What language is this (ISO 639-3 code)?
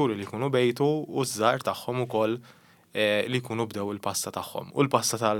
mlt